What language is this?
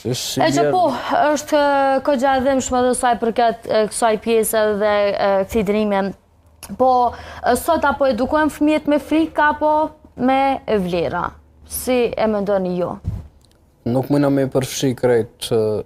Albanian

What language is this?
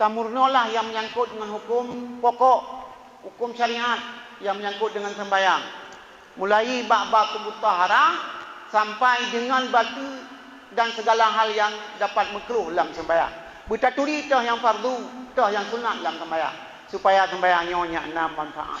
Achinese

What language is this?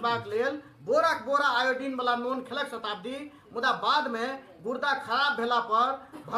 Maithili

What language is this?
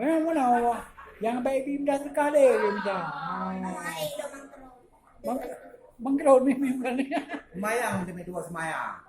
Achinese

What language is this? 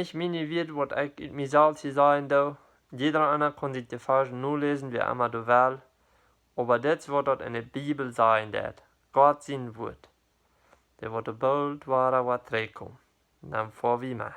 Plautdietsch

